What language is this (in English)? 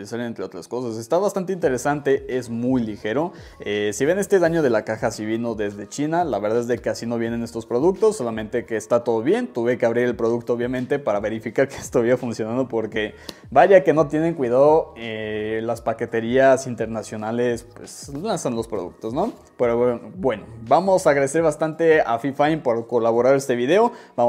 Spanish